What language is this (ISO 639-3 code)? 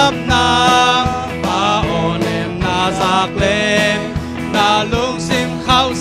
ctd